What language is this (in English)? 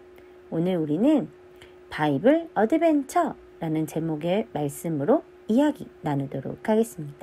Korean